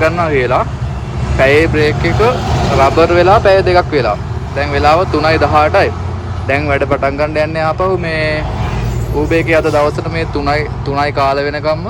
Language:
Sinhala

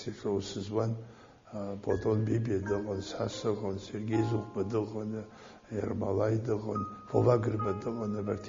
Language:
Abkhazian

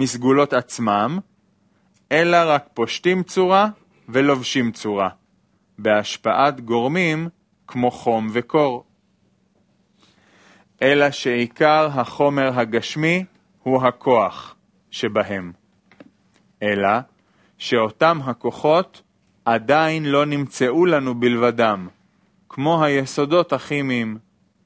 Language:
Hebrew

